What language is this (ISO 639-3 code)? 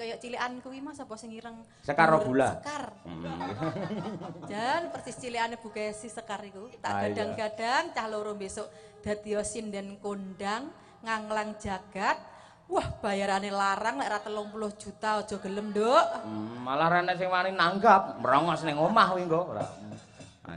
jav